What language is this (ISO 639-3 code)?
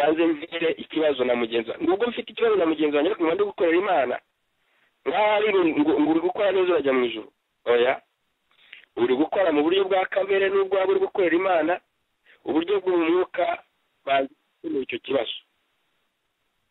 kin